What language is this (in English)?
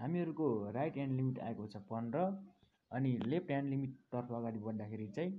Nepali